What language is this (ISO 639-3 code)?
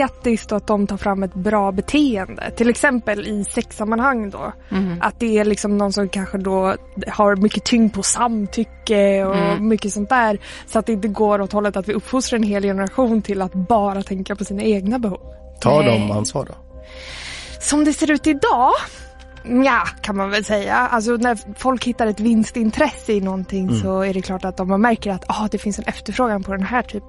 swe